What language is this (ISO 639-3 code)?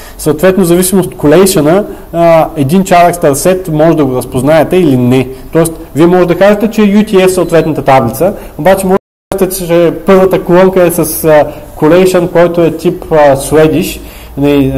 bul